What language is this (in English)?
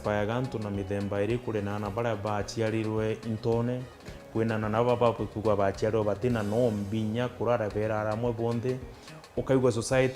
Meru